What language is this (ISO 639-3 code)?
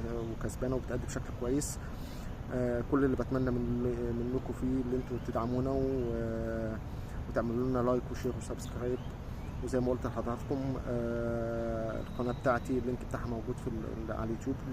arz